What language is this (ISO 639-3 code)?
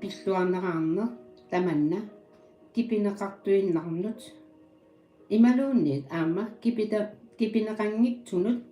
kal